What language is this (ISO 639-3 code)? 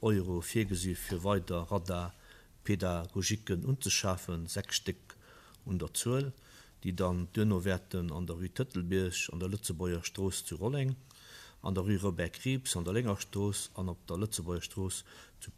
ltz